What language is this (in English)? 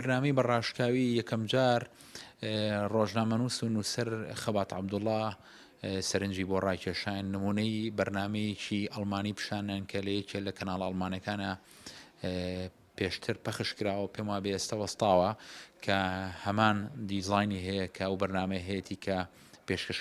Central Kurdish